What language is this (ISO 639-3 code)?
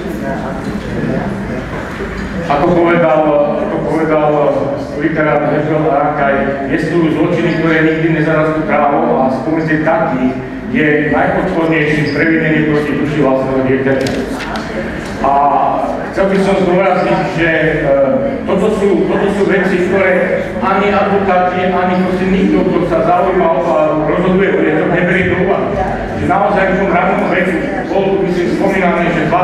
slk